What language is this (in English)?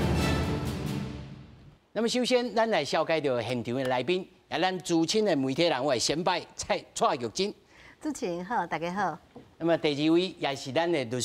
Min Nan Chinese